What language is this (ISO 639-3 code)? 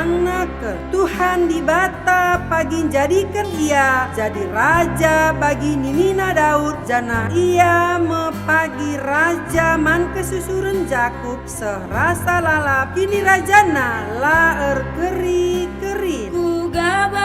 btx